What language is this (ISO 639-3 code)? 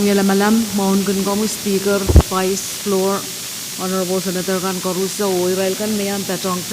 pon